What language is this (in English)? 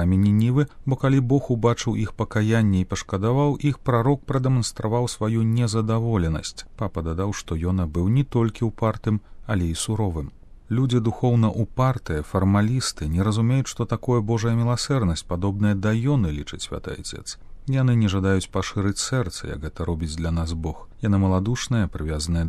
Belarusian